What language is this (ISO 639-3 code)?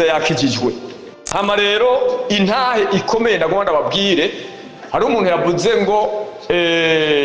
run